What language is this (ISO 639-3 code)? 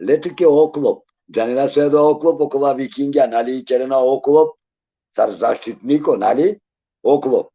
rmn